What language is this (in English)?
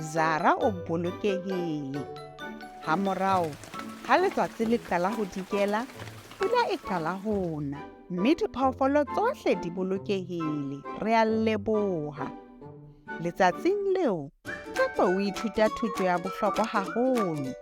Southern Sotho